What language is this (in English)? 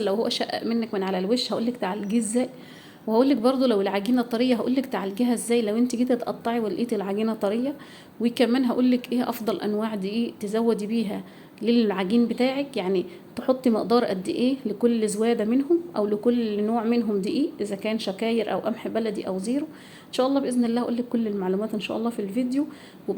Egyptian Arabic